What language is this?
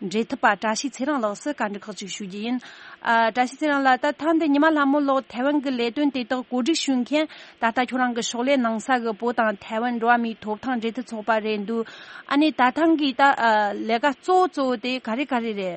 Tibetan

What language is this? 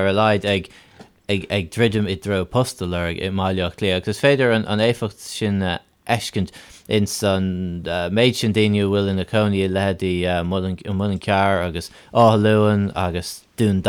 Irish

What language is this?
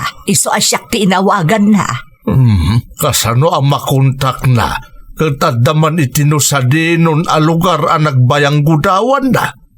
Iloko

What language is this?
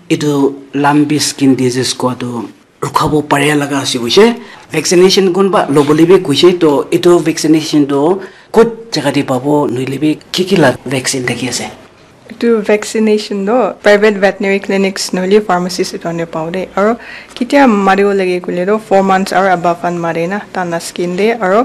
Naga Pidgin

